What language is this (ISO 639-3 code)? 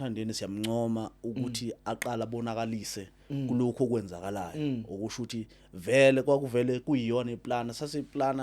zul